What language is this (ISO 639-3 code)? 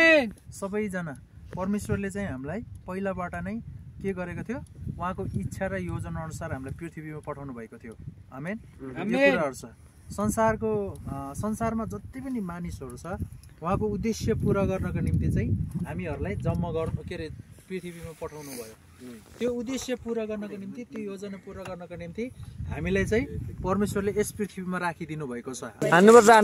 nep